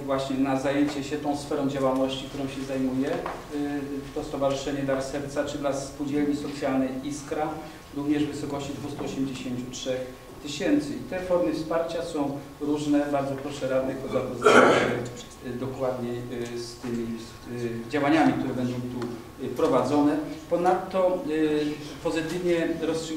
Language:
Polish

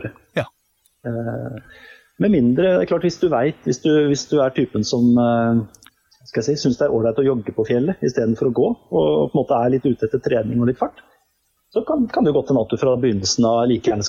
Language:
Norwegian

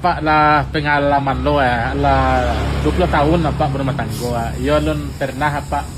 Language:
Minangkabau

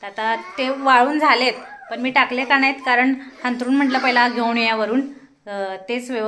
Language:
Marathi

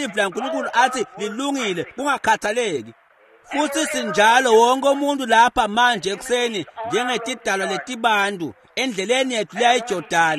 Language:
Swati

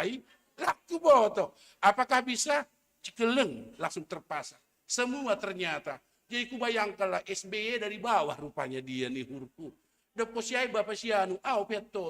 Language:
Batak Simalungun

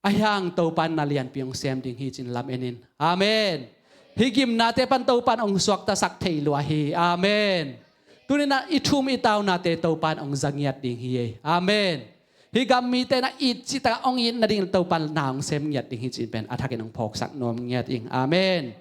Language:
Tedim Chin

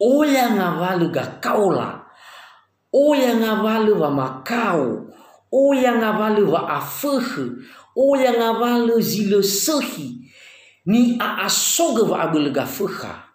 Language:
Nias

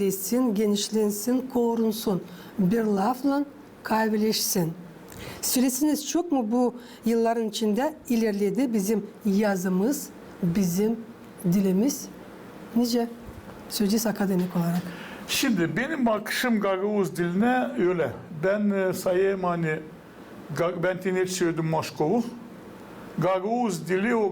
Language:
Gagauz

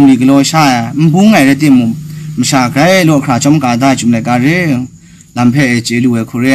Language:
Kachin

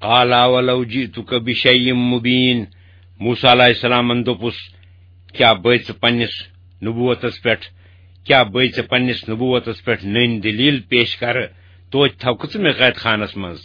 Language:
Kashmiri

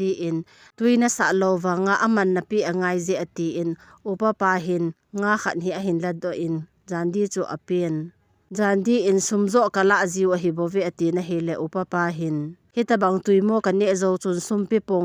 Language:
Thado Chin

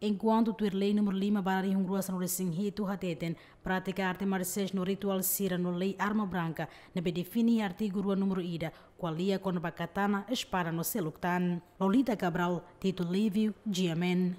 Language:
Tetum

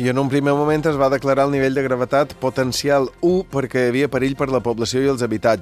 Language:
Catalan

